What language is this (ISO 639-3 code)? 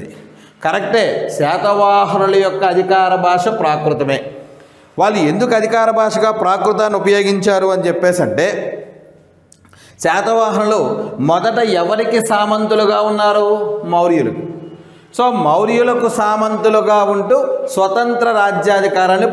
tel